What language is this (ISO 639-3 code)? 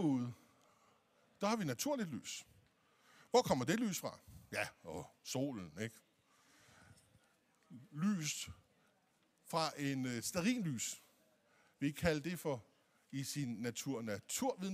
dan